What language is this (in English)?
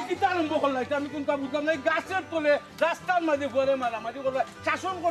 Sylheti